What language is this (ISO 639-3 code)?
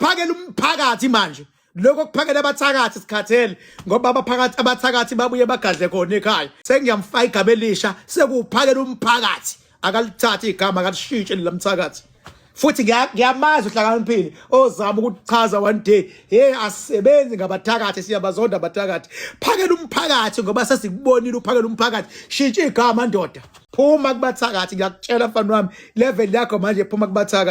zul